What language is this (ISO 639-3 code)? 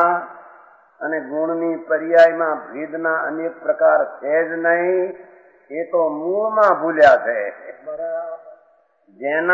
guj